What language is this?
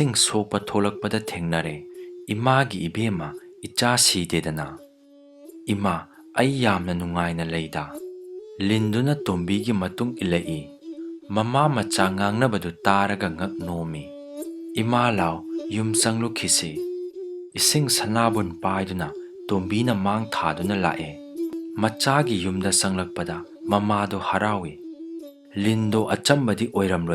Manipuri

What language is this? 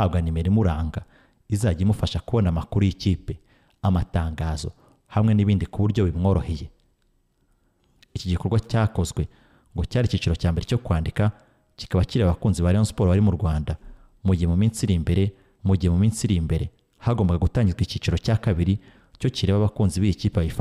Kinyarwanda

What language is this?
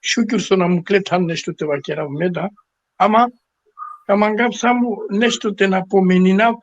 Balkan Romani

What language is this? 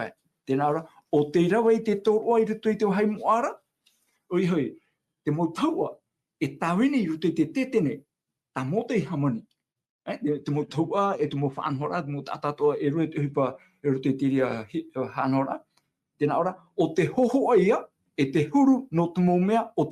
Tahitian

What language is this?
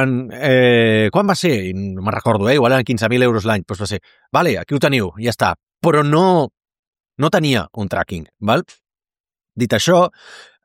Catalan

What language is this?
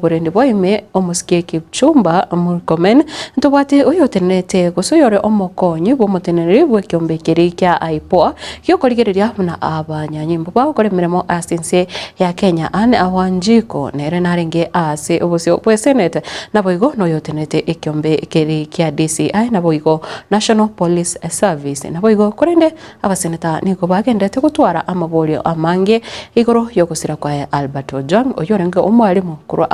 Gusii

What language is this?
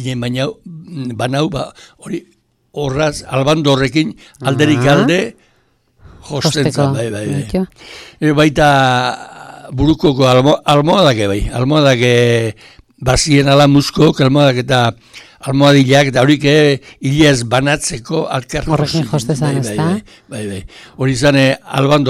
Basque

